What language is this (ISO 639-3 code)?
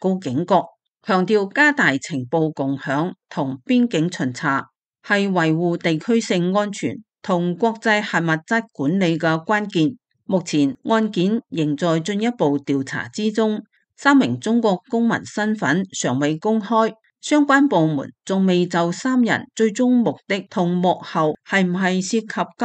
yue